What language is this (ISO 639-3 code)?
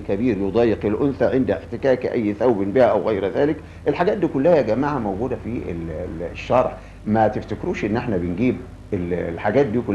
arz